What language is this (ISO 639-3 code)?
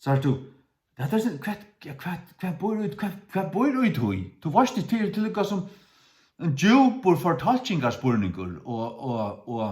fao